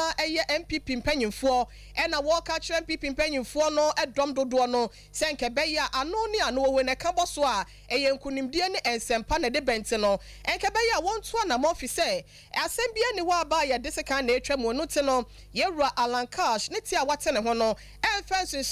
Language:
Akan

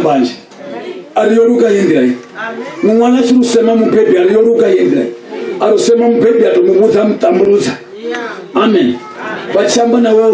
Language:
Venda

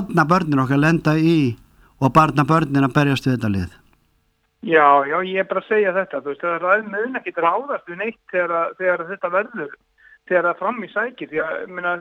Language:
Icelandic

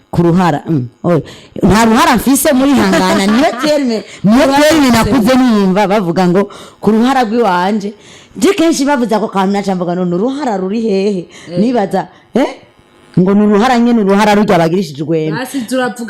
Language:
Rundi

